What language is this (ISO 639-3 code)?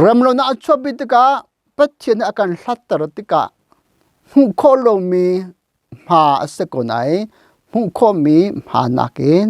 cnh